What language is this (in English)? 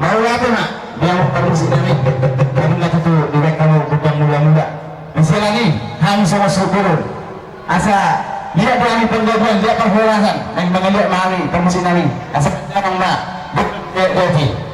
Batak Toba